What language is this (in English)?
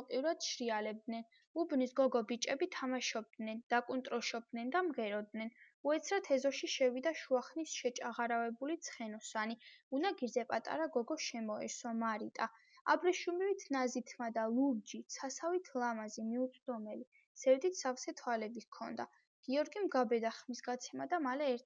Georgian